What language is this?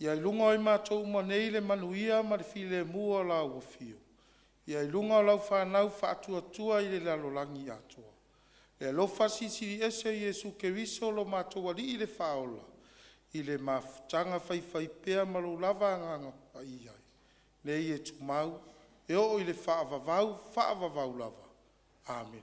Samoan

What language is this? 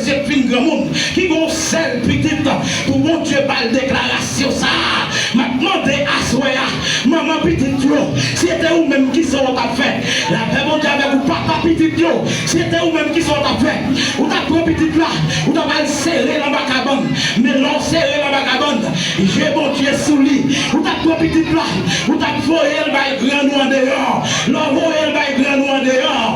Haitian Creole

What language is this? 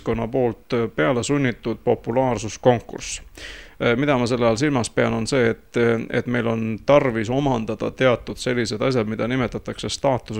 Estonian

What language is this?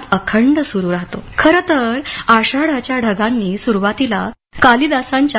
Marathi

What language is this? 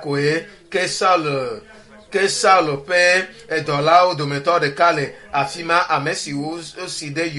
Ewe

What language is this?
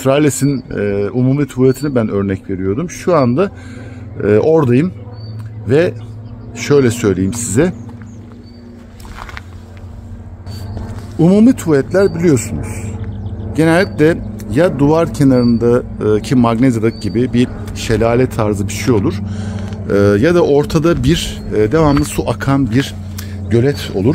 Turkish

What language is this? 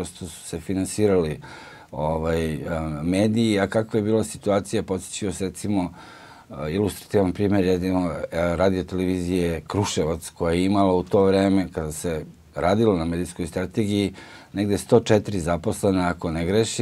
Serbian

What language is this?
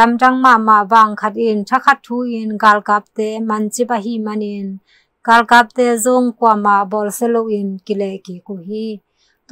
Tedim Chin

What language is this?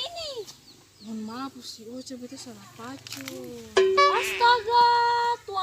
Ambonese Malay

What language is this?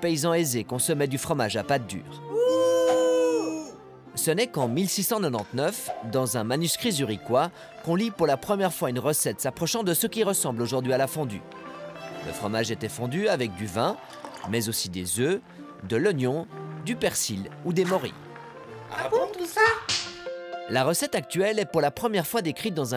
French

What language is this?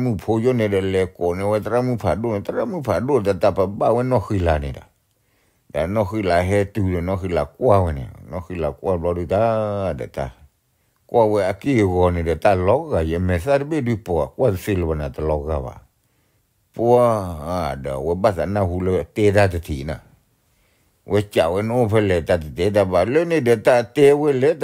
S'gaw Karen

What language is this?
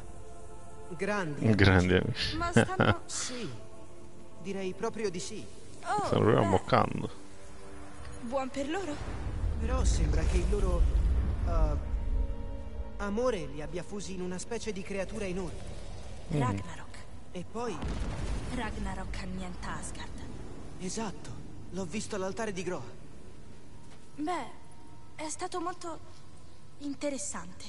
Italian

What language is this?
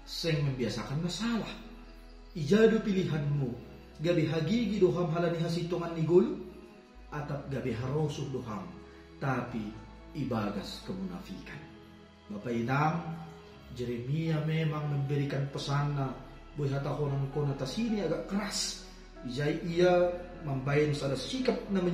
Batak Simalungun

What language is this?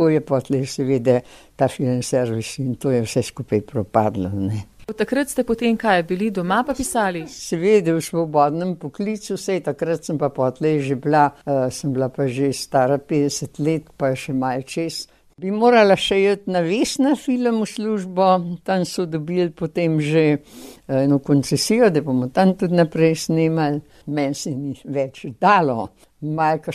Slovenian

